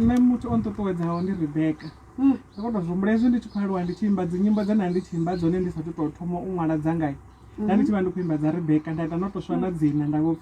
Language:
Venda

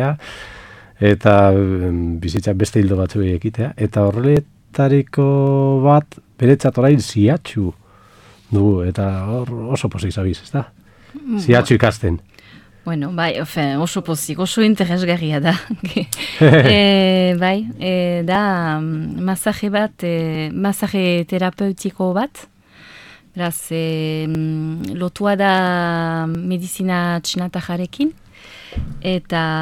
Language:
Basque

